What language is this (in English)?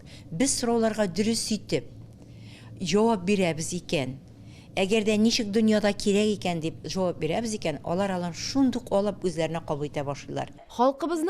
Tatar